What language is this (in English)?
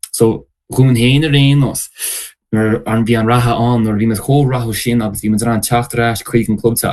Irish